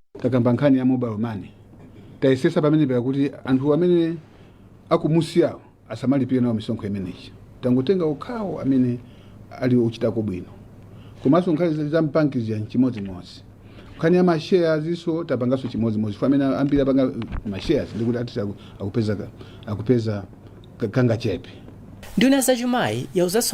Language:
Nyanja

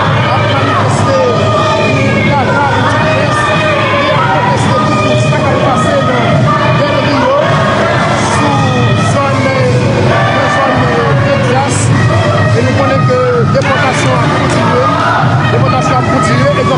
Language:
Haitian Creole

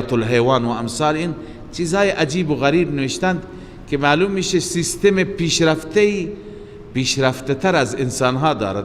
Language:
Persian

